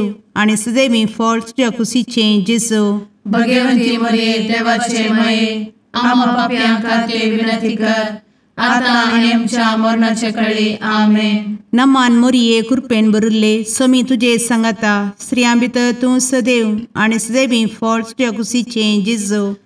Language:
Konkani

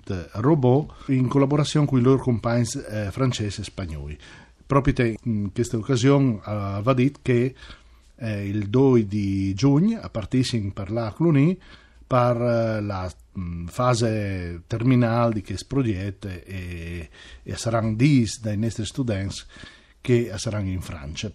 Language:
Friulian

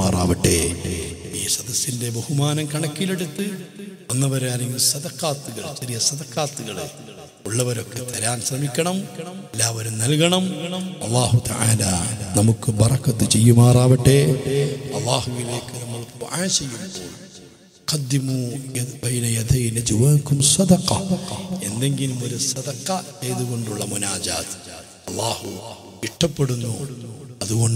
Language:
Malayalam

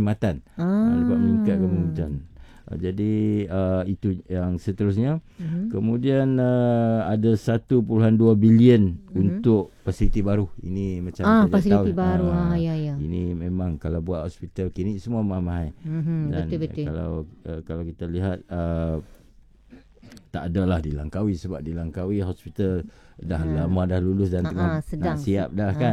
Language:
Malay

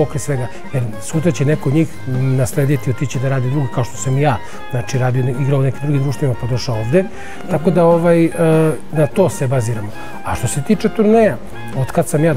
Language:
Serbian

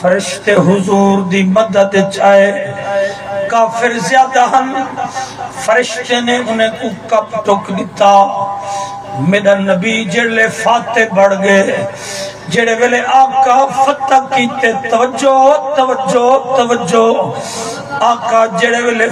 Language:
Saraiki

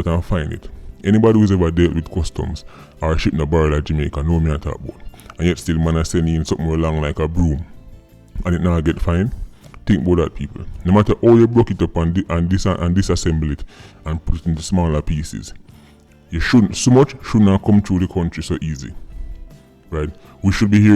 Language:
Jamaican Creole English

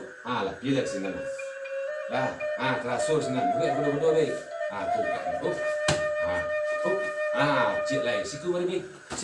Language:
Minangkabau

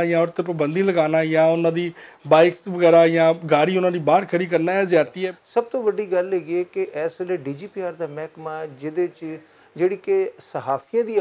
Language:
Western Panjabi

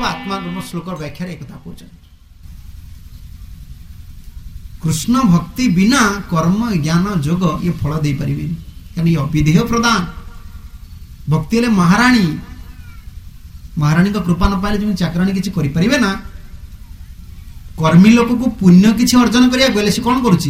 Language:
Odia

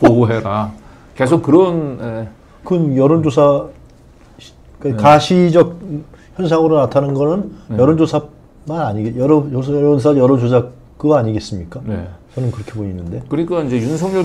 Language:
Korean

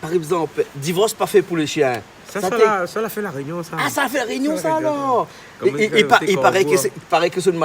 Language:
Réunion Creole French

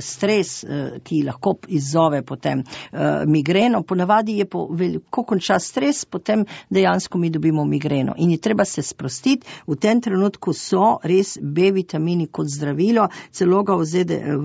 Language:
Slovenian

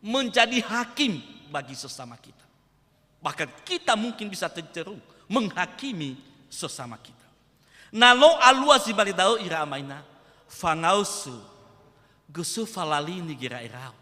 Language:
Nias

